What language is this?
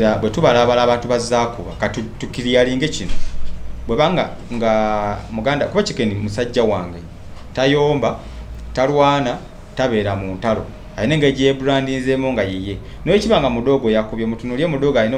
Ganda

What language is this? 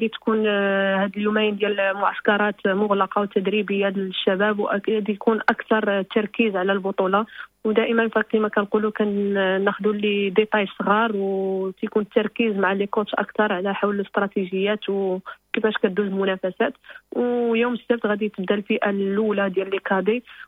Moroccan Arabic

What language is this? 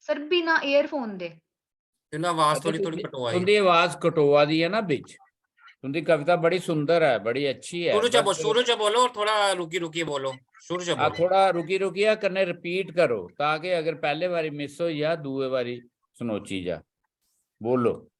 Dogri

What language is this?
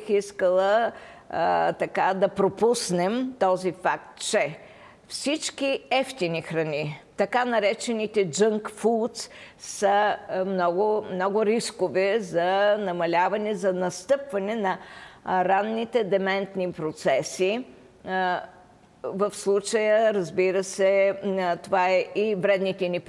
Bulgarian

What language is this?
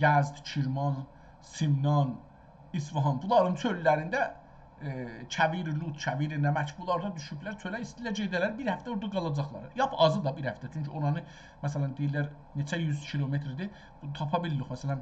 South Azerbaijani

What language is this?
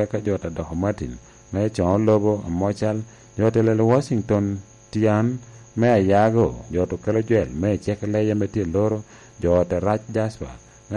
Lango (Uganda)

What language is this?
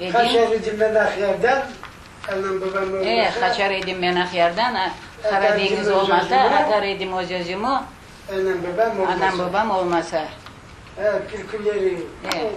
Crimean Tatar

